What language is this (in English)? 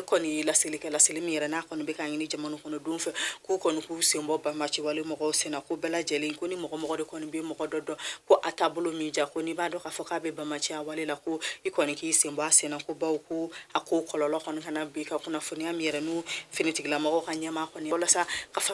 Bambara